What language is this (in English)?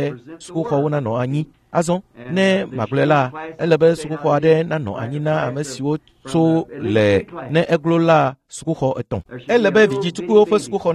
Ewe